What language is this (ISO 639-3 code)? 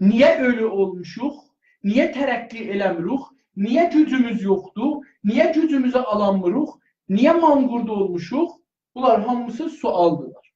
azb